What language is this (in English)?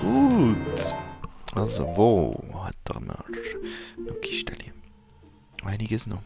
Swiss German